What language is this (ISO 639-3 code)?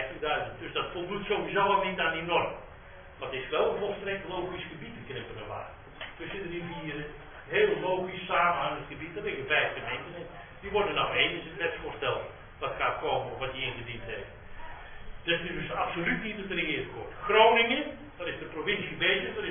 nld